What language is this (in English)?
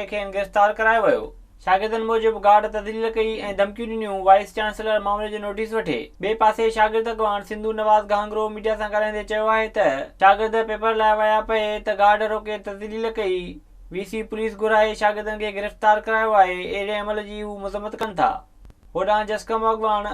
Sindhi